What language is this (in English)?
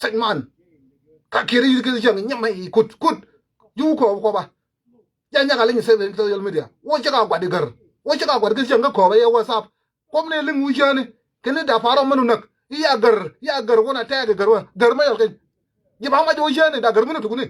Nuer